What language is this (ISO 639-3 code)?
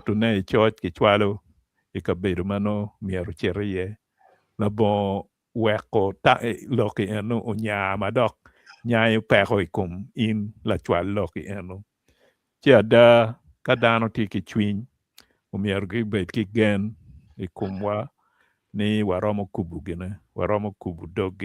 ach